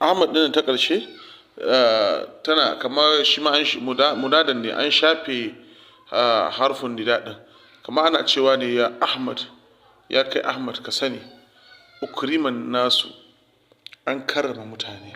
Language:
Hausa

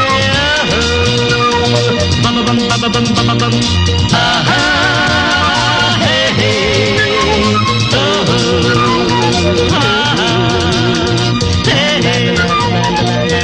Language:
Kannada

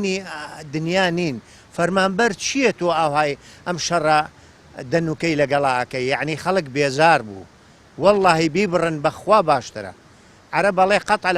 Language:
Central Kurdish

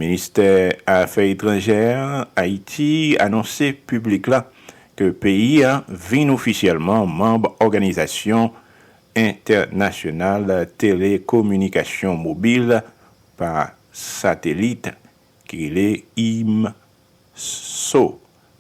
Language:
Haitian Creole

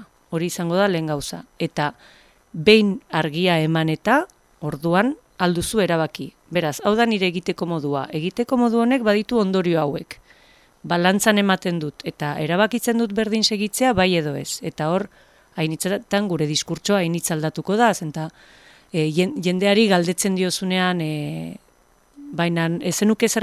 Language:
Basque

